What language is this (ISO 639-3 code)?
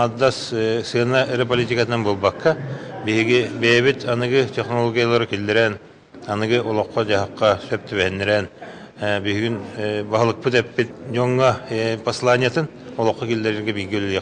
sah